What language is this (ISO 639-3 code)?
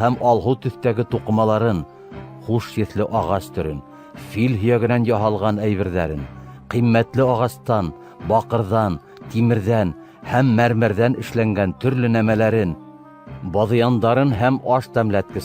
bak